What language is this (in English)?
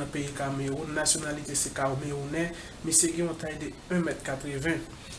Haitian Creole